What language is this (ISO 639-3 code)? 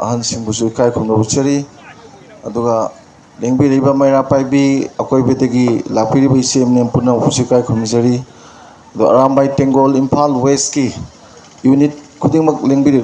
mni